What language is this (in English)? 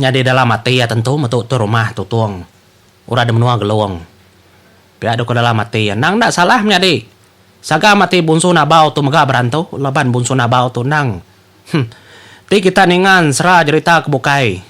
Iban